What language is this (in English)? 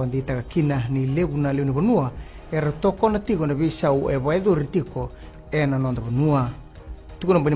Fijian